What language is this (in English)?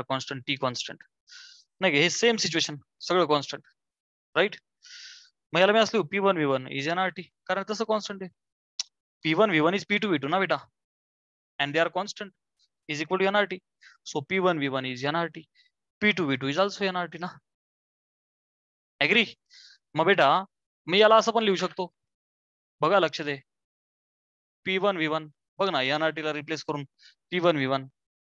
Marathi